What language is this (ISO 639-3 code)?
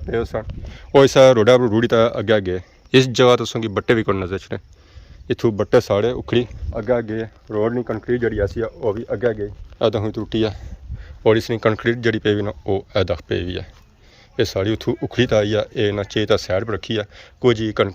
phr